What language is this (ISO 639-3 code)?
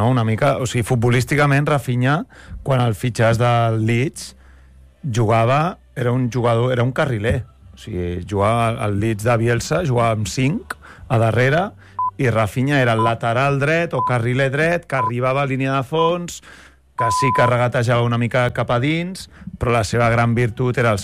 cat